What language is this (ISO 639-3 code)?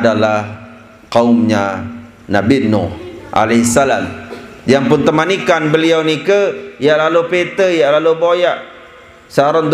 sas